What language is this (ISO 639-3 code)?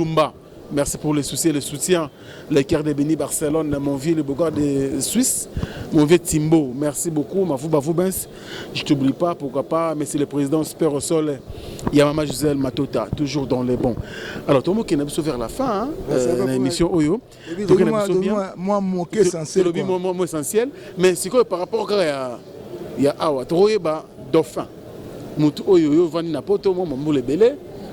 lin